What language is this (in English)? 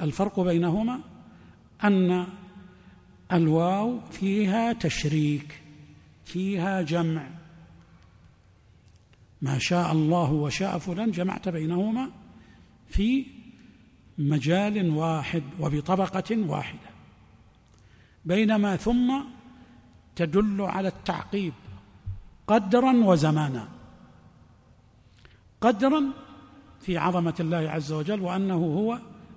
Arabic